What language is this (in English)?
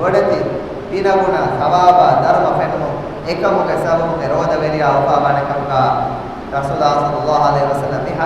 Divehi